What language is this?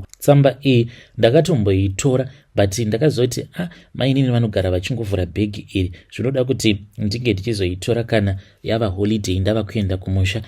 Shona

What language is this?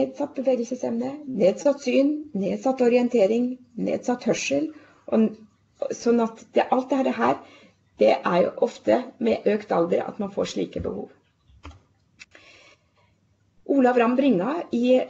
Norwegian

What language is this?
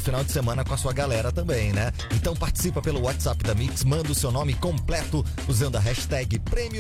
Portuguese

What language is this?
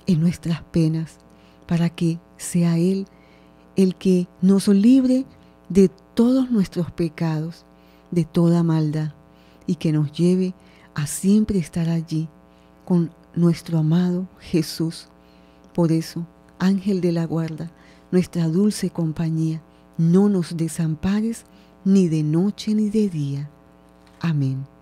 Spanish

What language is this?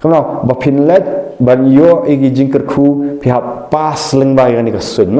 Khasi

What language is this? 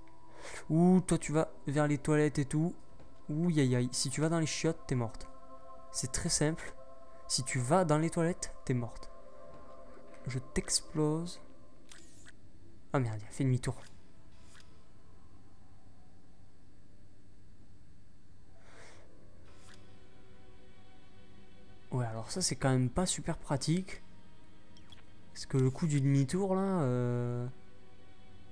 French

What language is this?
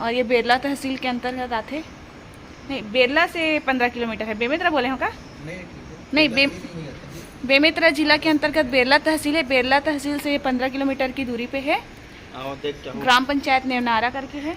Chhattisgarhi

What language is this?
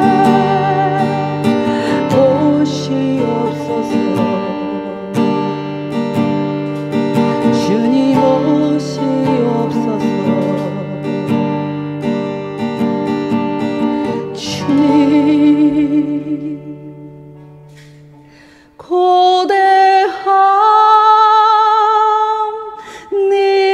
Korean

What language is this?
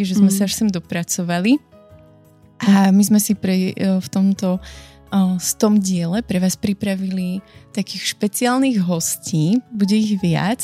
Slovak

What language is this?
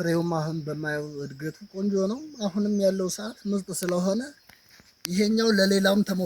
Amharic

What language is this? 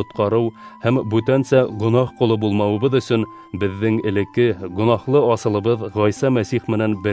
Bashkir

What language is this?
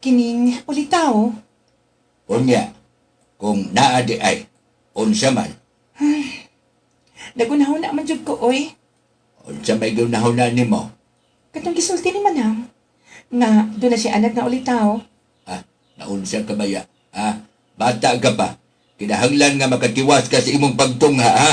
Cebuano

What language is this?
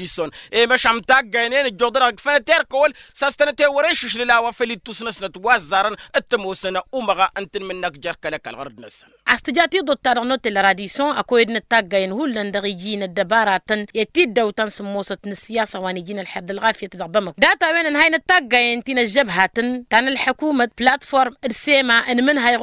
Tamasheq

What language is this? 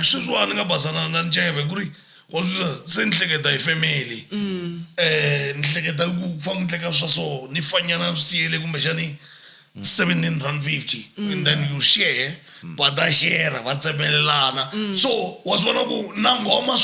Tsonga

